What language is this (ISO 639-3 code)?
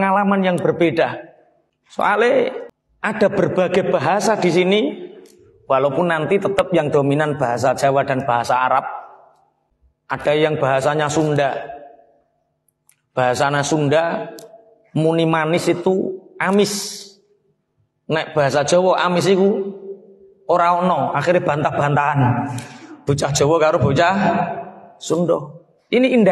ind